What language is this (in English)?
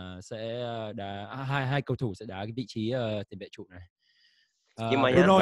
Vietnamese